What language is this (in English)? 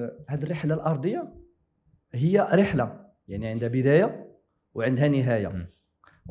Moroccan Arabic